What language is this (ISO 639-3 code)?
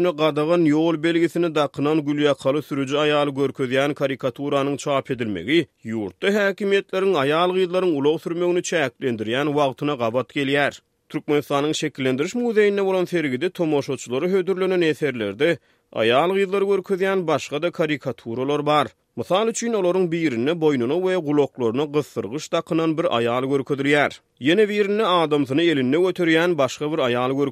tuk